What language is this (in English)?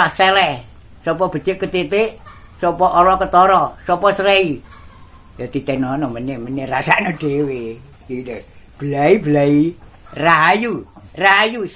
Javanese